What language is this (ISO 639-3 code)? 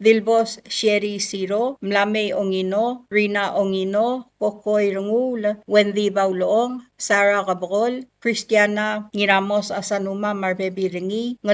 pau